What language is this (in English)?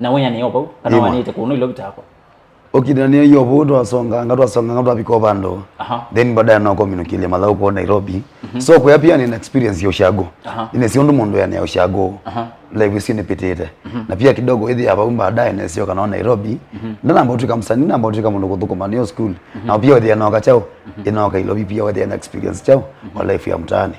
Kamba